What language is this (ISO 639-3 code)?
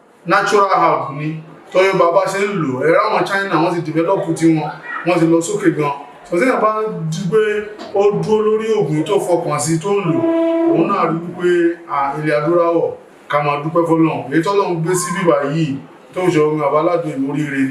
yor